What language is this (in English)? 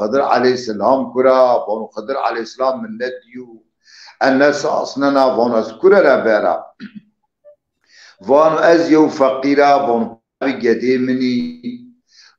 Zaza